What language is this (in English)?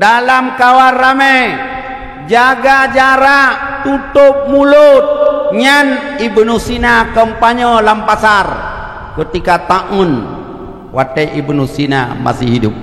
Achinese